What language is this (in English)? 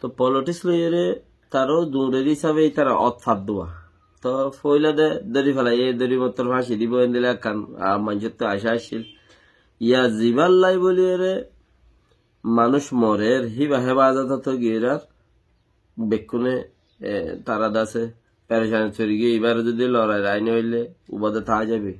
Rohingya